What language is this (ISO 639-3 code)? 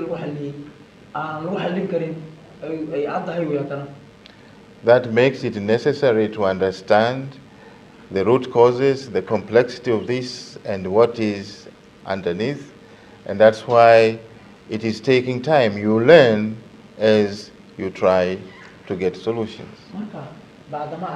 som